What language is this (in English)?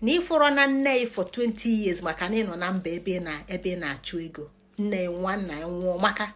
Igbo